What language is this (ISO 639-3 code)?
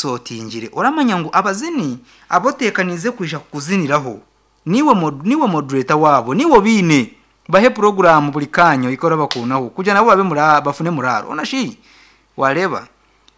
nyn